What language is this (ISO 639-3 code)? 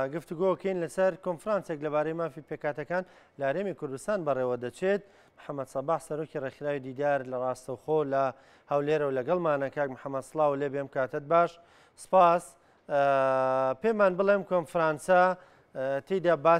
ckb